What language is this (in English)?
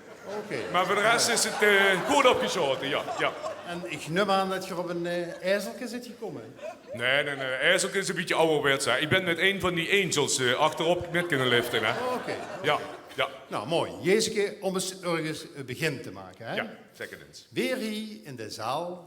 Limburgish